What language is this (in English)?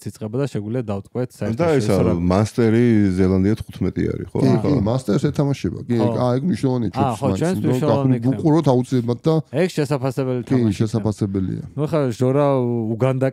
Georgian